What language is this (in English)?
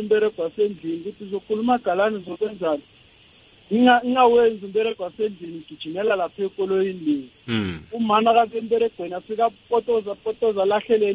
South Ndebele